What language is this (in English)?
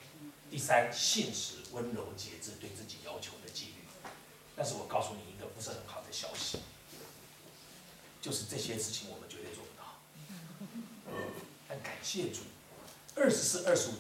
Chinese